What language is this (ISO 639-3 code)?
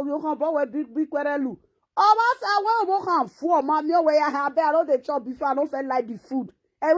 pcm